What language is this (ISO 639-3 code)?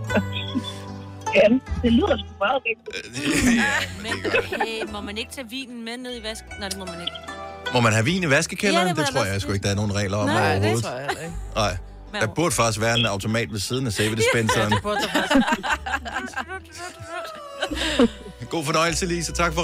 dan